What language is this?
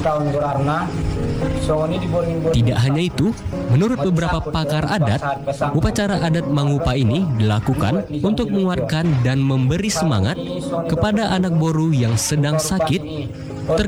Indonesian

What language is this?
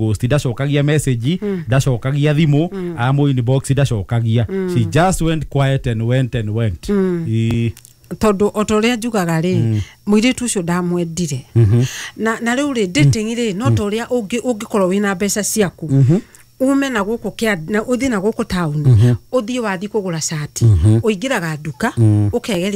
Kikuyu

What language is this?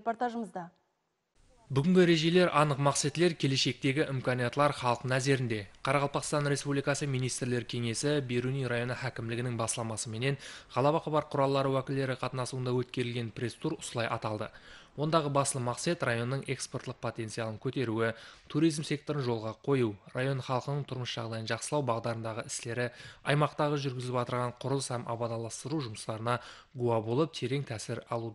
Kara-Kalpak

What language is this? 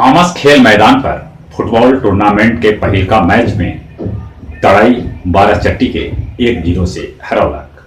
Magahi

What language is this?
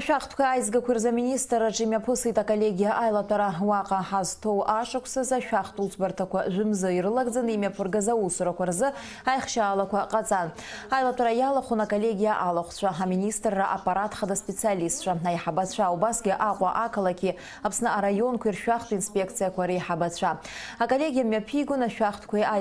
Abkhazian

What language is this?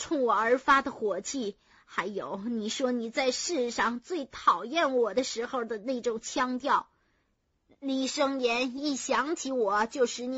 Chinese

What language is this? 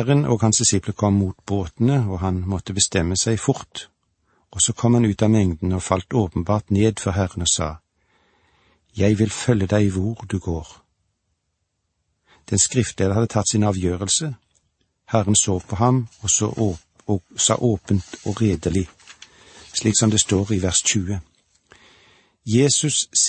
Norwegian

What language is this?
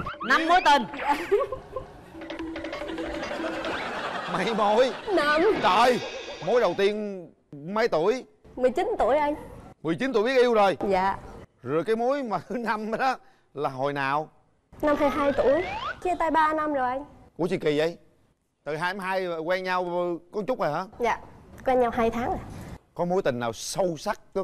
Vietnamese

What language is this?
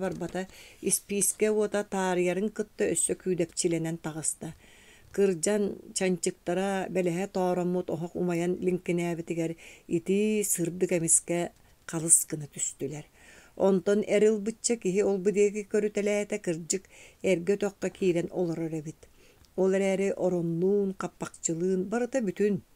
Yakut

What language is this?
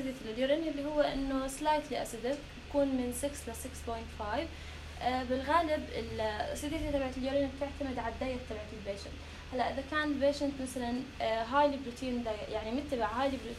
North Levantine Arabic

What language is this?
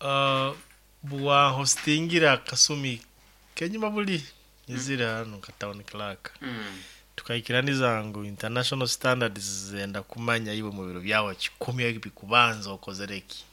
Nyoro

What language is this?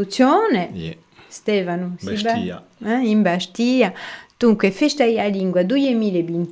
Corsican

